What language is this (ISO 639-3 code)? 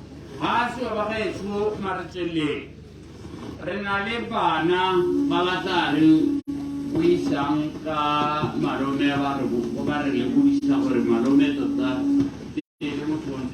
tsn